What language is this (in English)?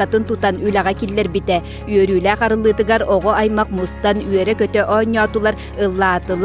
Yakut